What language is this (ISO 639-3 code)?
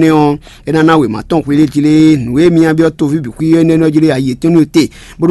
fon